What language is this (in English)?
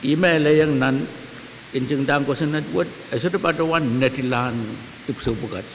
Pohnpeian